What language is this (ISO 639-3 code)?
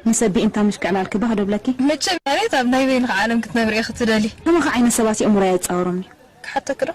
tir